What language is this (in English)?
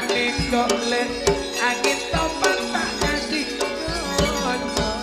Madurese